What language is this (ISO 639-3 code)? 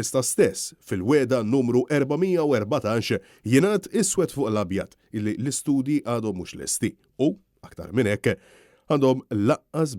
mlt